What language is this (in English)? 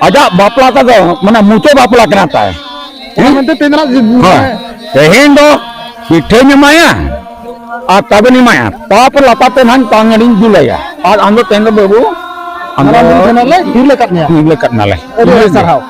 Santali